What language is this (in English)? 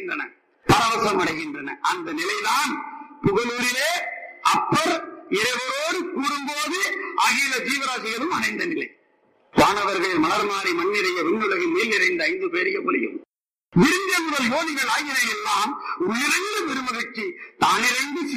Tamil